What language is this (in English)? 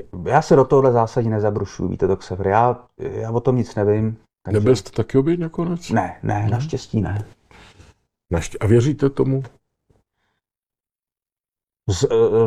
Czech